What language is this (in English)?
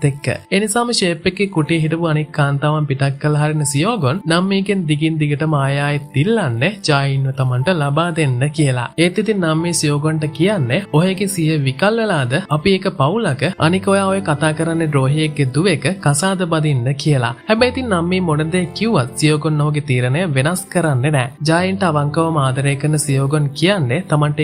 Sinhala